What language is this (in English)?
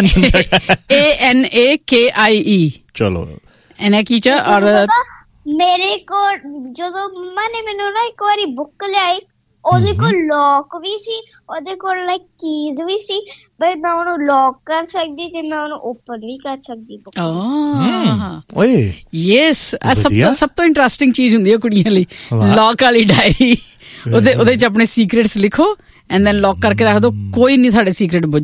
Punjabi